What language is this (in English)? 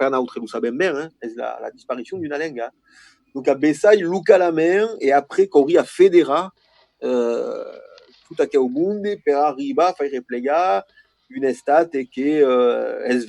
Occitan